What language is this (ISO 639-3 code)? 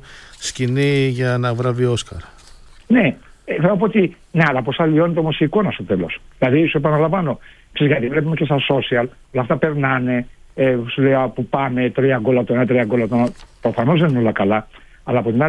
ell